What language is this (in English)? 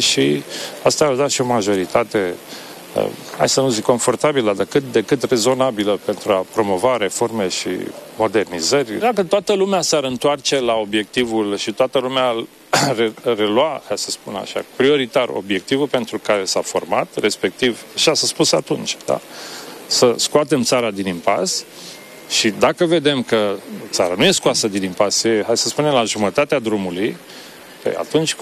Romanian